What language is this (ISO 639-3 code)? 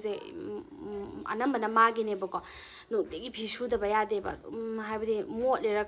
mni